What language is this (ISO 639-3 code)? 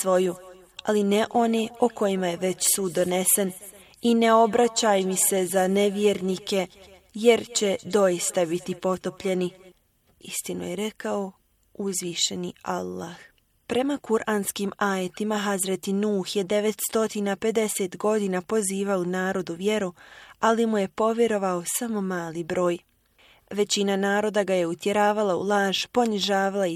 bos